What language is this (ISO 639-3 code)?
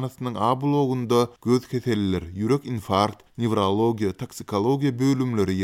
tuk